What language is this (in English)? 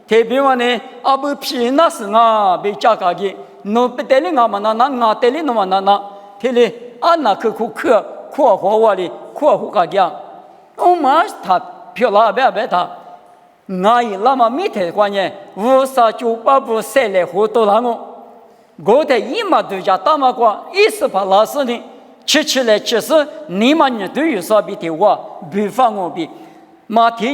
Lisu